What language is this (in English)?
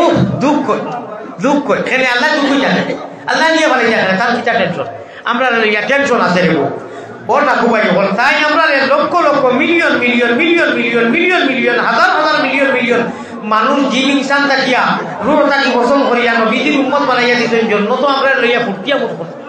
Sylheti